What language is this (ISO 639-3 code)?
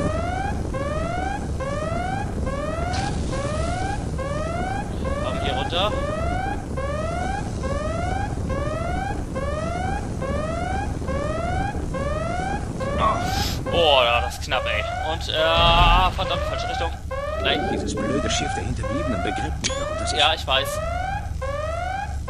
deu